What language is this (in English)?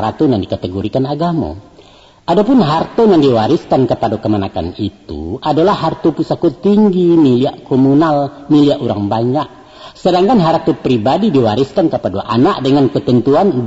Minangkabau